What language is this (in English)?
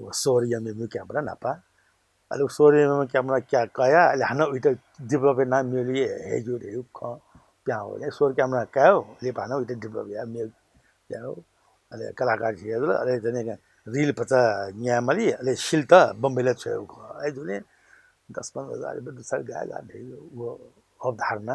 Newari